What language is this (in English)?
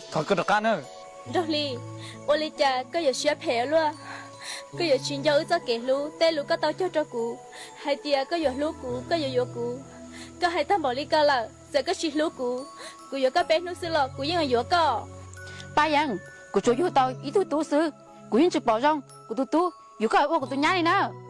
Hmong